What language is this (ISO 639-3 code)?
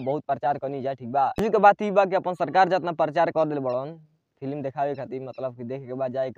bho